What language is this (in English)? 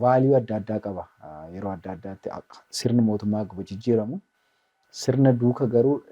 Oromo